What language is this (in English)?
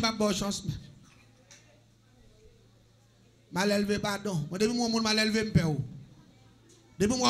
French